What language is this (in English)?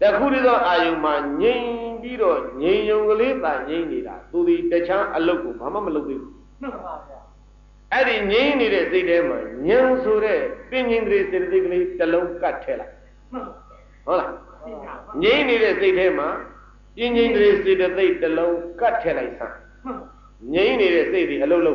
Burmese